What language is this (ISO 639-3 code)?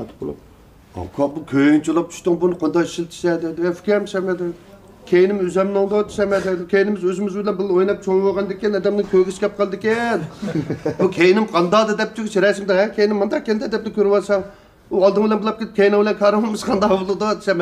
uig